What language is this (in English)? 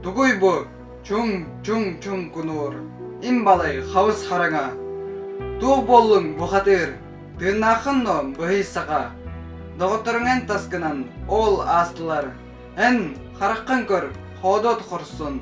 Yakut